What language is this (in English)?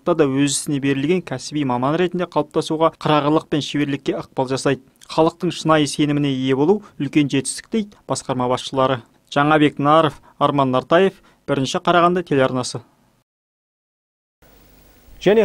Kazakh